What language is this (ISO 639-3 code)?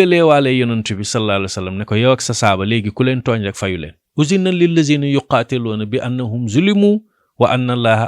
wol